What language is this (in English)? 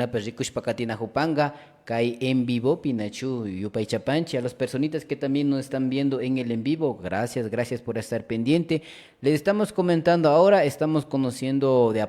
Imbabura Highland Quichua